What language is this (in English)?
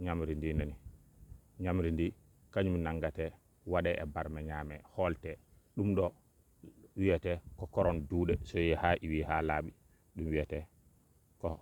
Fula